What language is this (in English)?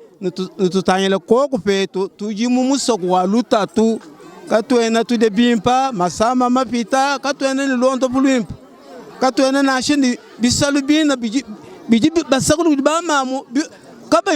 Luba-Lulua